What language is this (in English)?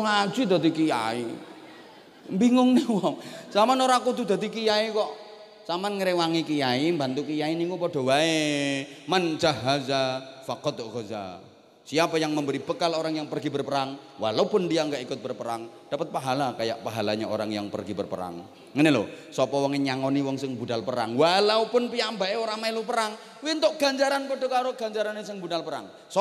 Javanese